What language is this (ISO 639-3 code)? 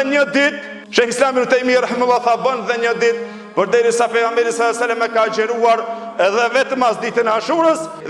sqi